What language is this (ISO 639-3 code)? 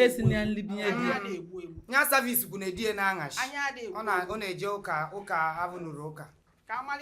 ibo